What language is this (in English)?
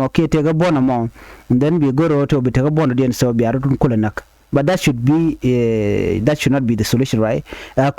Nuer